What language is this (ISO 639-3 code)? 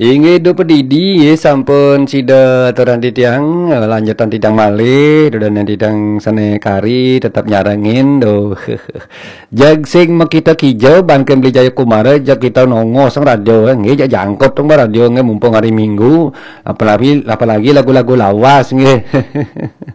ban